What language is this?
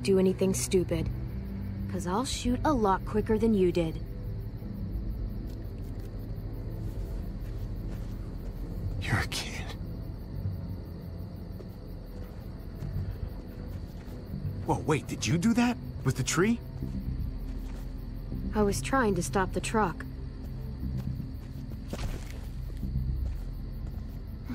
English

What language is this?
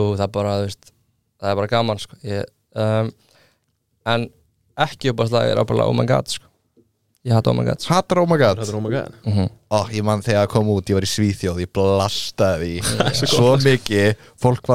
Icelandic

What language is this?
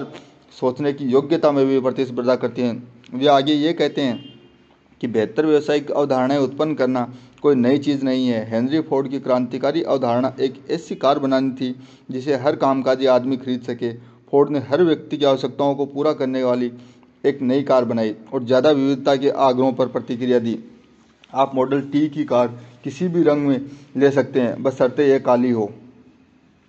Hindi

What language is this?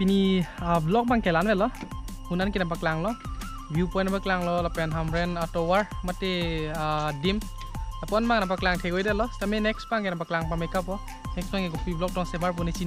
Karbi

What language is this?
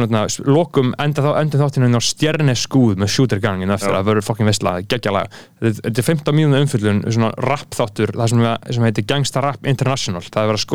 Icelandic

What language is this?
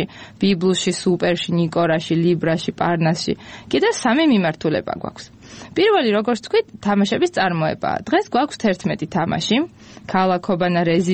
Georgian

